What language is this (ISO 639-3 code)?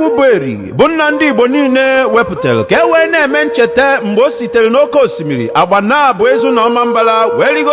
ibo